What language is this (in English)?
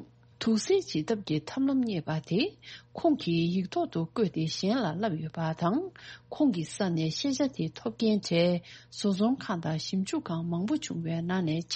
Tibetan